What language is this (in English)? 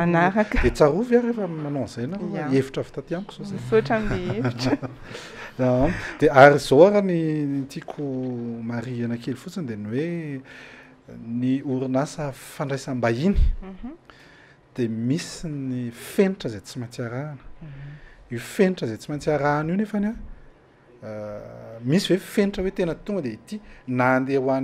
Malagasy